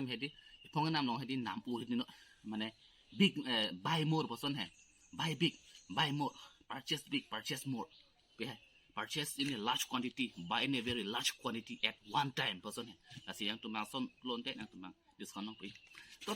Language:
Karbi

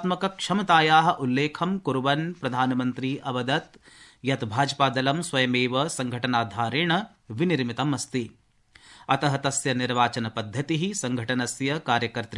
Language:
Sanskrit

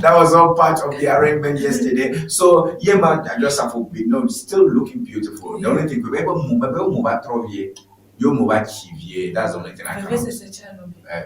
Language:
Ewe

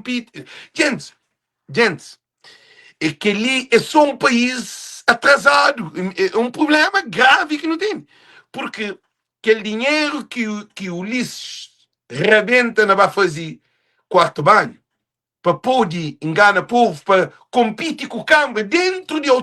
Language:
Kabuverdianu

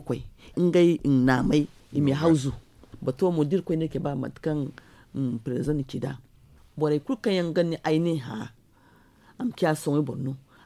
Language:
Zarma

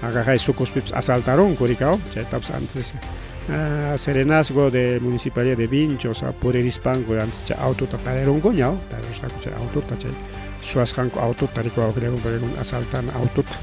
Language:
Ayacucho Quechua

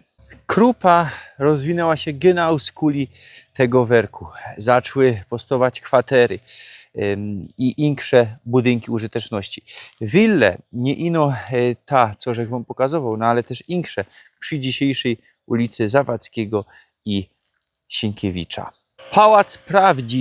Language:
Silesian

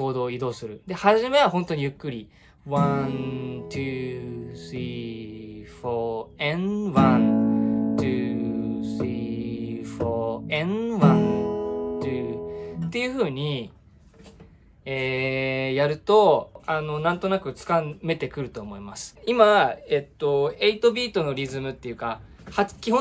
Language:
Japanese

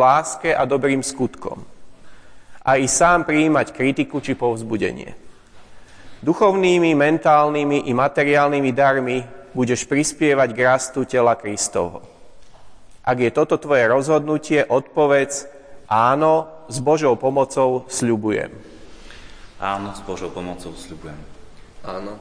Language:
Slovak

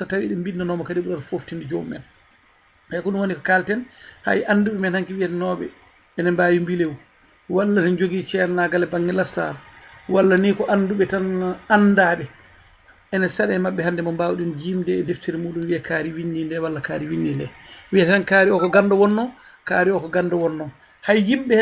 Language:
Fula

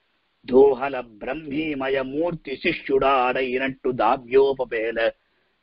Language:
Sanskrit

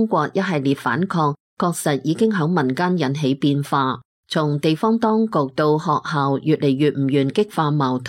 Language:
Cantonese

